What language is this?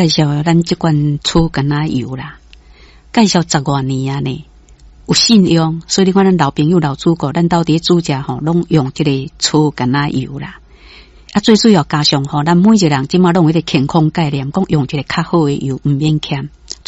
Min Nan Chinese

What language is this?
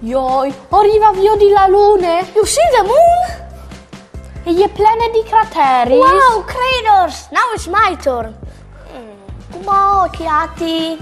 Friulian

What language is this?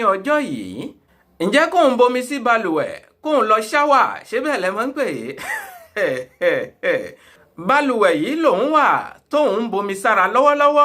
Yoruba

